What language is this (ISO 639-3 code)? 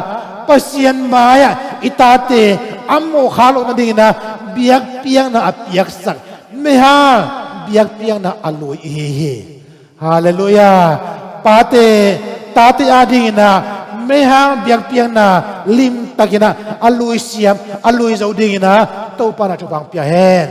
ctd